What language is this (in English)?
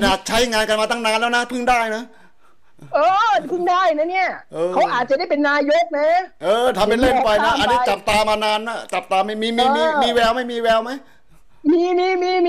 Thai